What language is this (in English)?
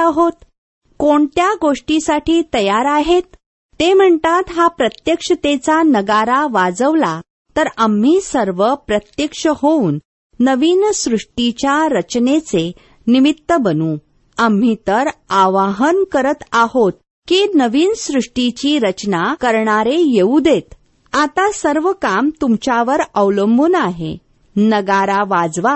Marathi